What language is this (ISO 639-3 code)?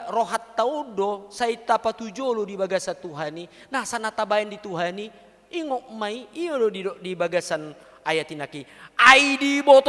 bbc